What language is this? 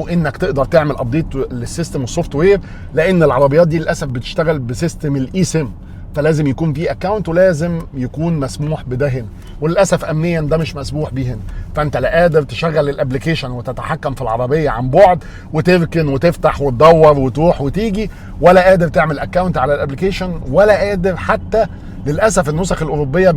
Egyptian Arabic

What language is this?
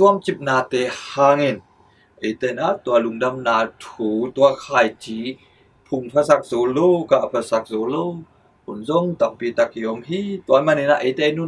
Tedim Chin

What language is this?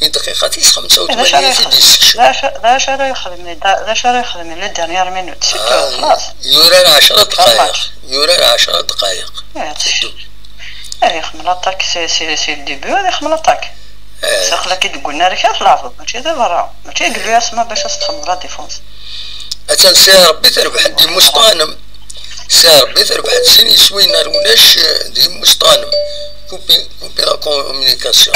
Kabyle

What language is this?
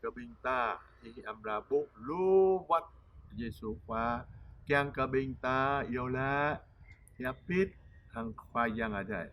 Jarai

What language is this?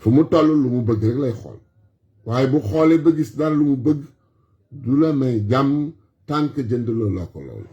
Wolof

